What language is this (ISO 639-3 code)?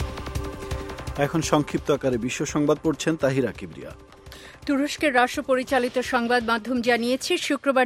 ben